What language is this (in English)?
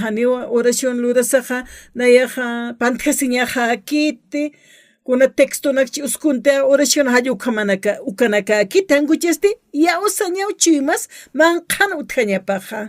Aymara